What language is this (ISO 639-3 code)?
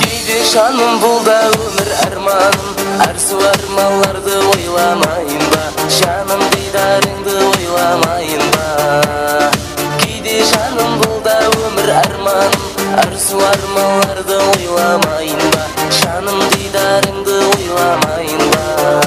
kaa